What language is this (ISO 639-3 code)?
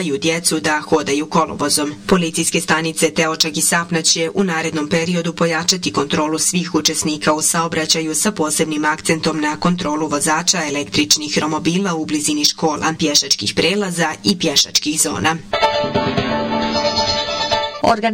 bos